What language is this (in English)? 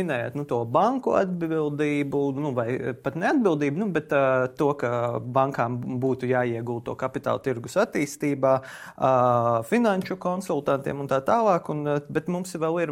Latvian